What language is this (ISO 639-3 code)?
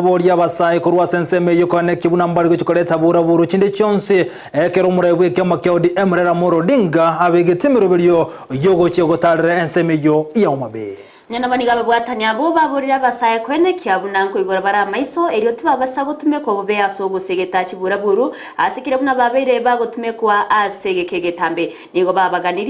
guz